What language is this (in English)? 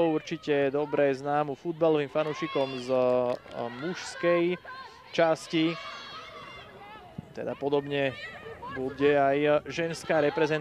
Slovak